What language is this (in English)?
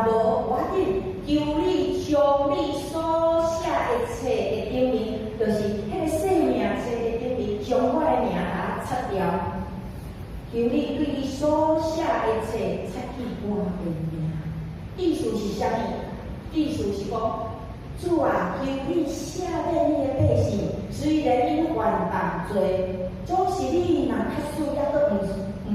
Min Nan Chinese